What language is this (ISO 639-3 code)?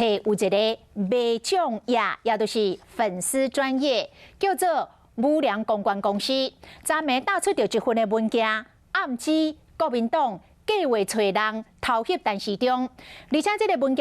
nan